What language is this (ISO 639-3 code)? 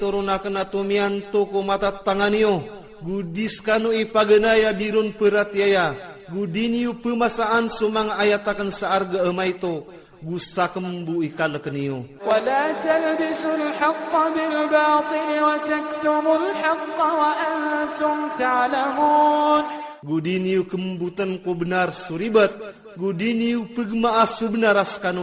ilp